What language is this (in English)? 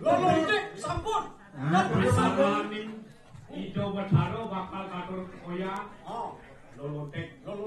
Balinese